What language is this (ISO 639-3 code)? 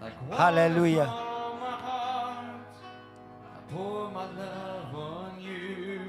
eng